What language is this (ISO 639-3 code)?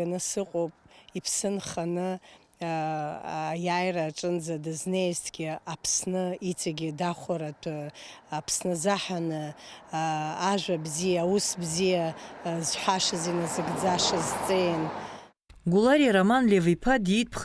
abk